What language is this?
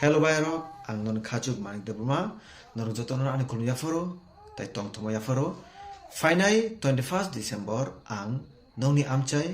Kok Borok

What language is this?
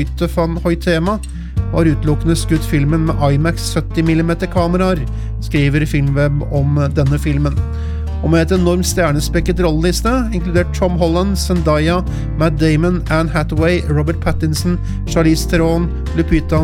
Norwegian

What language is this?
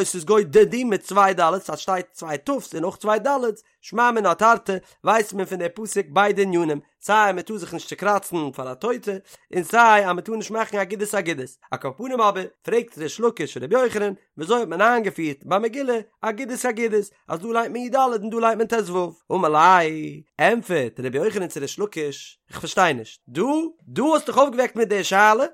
Yiddish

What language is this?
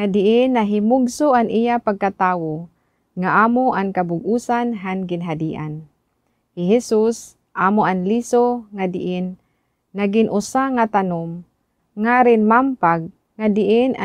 Waray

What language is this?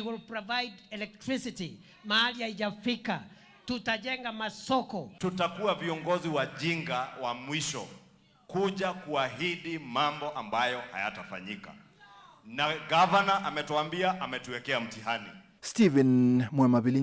Kamba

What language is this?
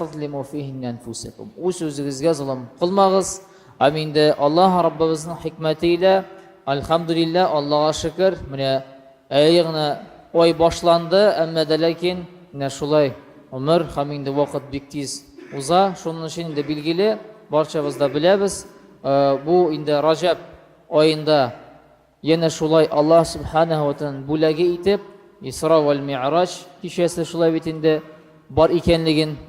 Tatar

